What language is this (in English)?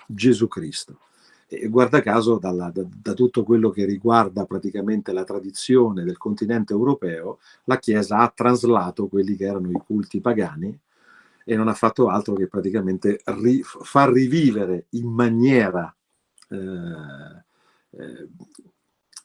Italian